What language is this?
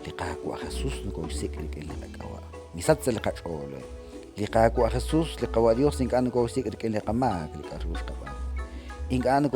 Kekchí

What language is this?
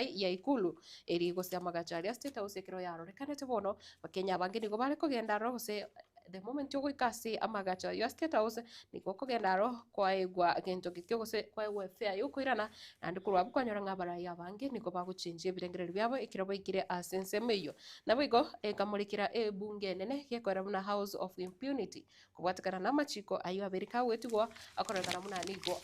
Gusii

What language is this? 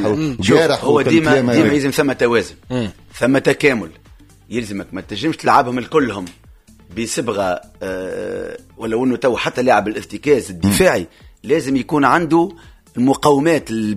Tunisian Arabic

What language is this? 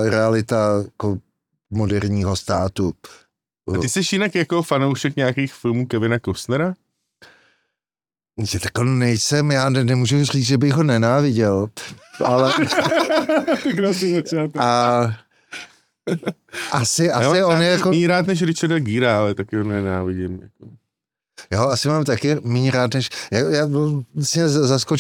Czech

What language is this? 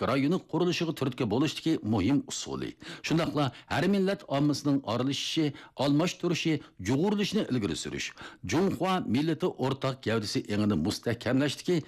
Uyghur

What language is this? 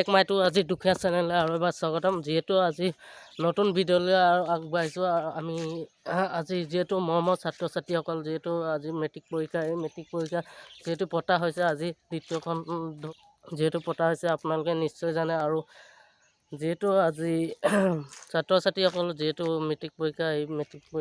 Assamese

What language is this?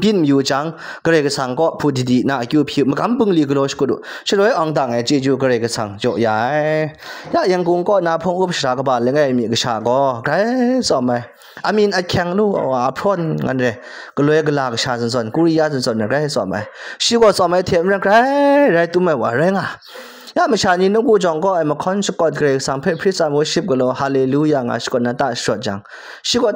Kachin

